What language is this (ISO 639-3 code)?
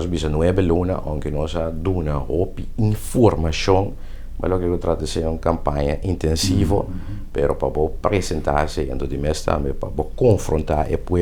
pap